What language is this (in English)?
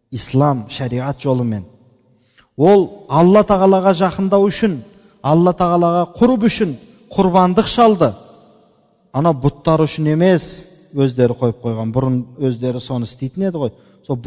Kazakh